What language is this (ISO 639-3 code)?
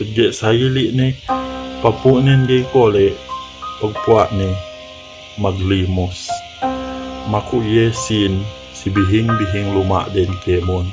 yka